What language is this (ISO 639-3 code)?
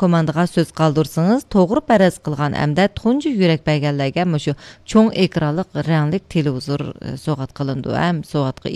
uig